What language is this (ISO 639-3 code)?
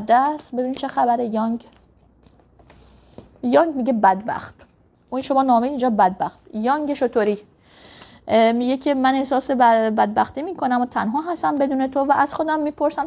fas